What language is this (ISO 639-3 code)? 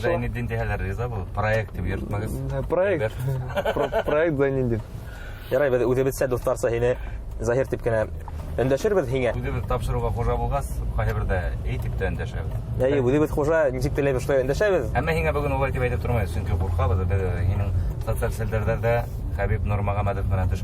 bak